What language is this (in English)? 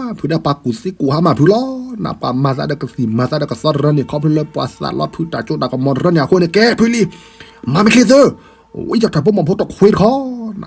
S'gaw Karen